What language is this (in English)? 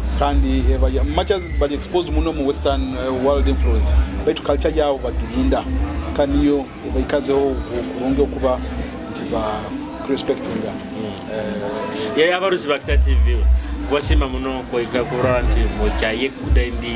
Nyoro